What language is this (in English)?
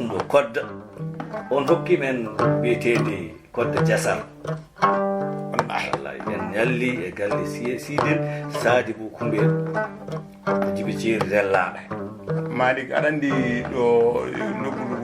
Fula